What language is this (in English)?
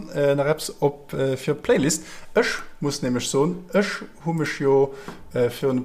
Luxembourgish